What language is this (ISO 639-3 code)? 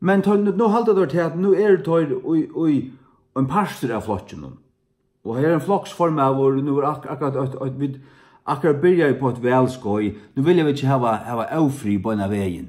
fao